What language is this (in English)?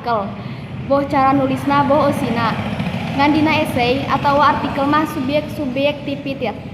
Sundanese